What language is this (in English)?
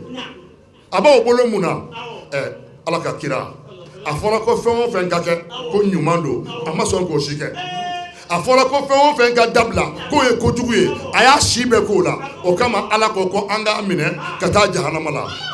Bambara